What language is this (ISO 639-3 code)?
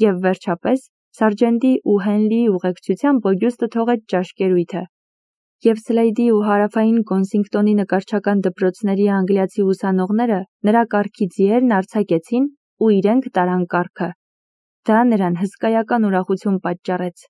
hye